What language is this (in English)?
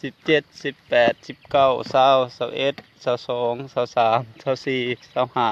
Lao